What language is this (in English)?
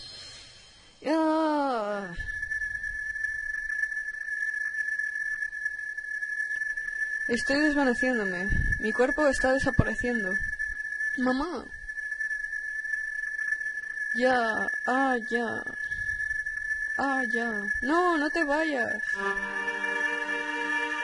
Spanish